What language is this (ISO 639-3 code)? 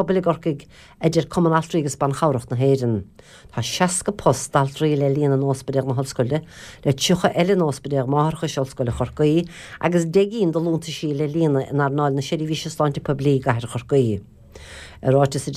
gle